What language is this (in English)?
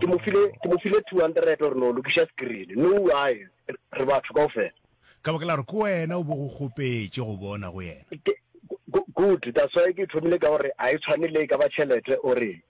Northern Sotho